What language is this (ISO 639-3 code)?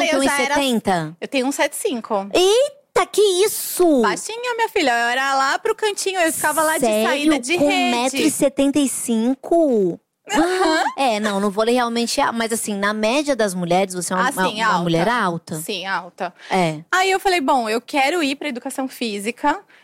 por